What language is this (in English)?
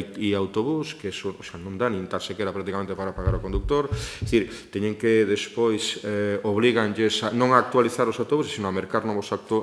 Galician